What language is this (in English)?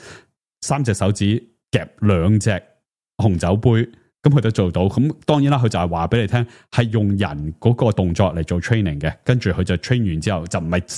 Cantonese